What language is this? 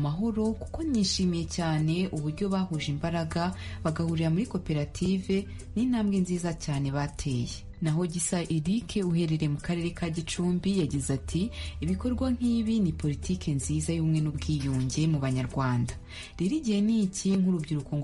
Kinyarwanda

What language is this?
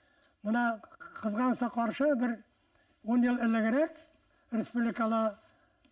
Bashkir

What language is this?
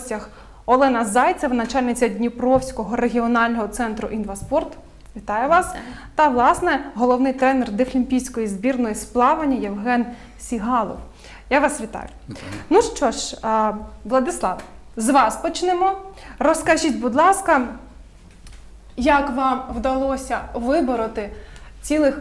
Ukrainian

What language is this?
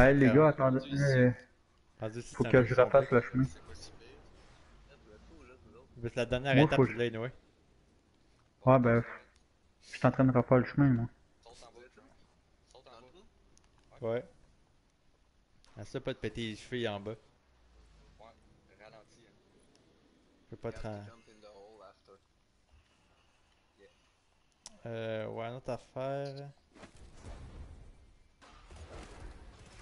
French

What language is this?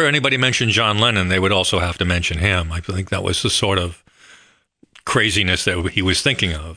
English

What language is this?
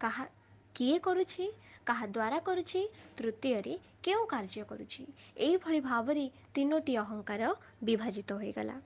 Odia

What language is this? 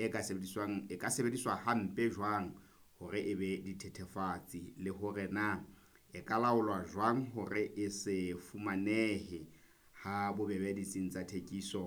Southern Sotho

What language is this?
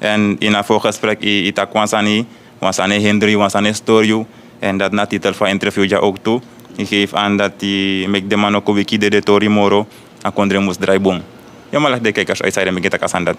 Sranan Tongo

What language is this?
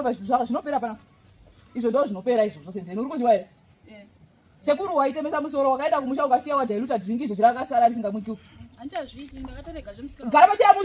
Shona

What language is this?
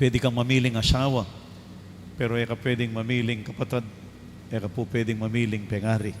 Pampanga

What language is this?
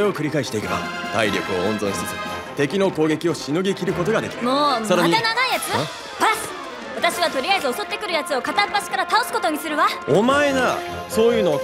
Japanese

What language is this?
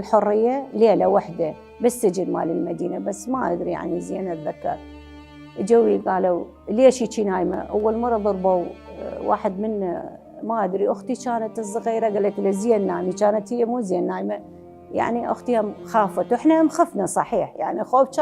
Mesopotamian Arabic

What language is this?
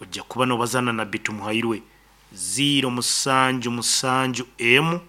Nyankole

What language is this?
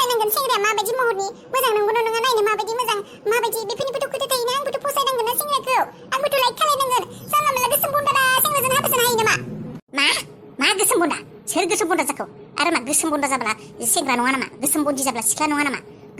Bodo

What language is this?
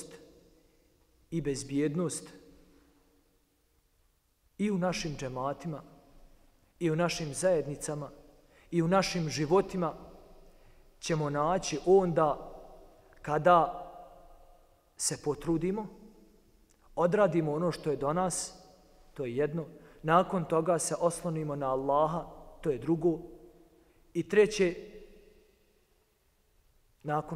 Bosnian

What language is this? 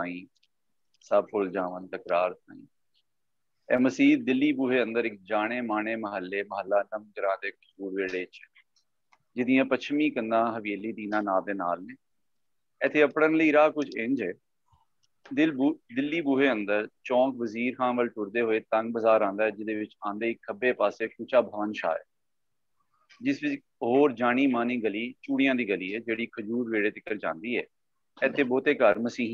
Punjabi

